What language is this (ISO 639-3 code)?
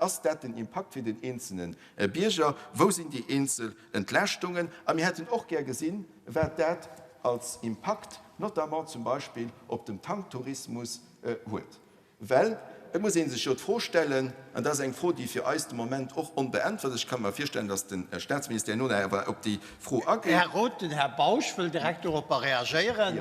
ltz